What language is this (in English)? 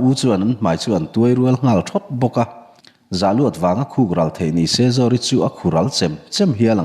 Mizo